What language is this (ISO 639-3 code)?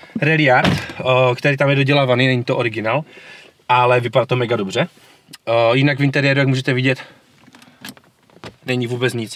ces